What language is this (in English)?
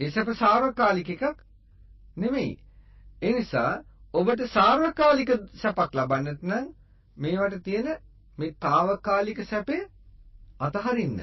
Sinhala